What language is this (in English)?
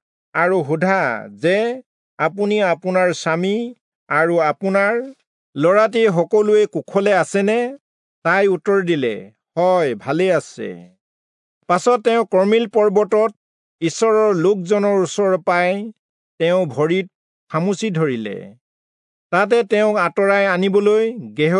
Assamese